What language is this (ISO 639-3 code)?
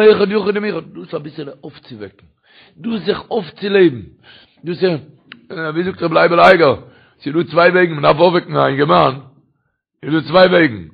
yid